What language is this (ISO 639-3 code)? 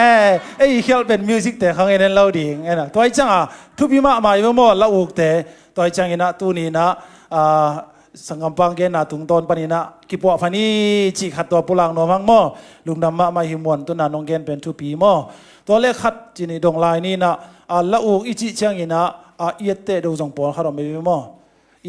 ctd